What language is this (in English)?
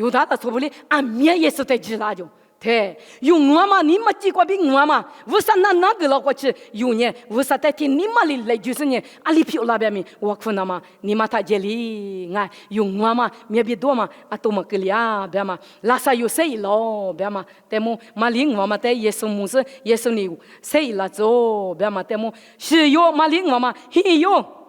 Lisu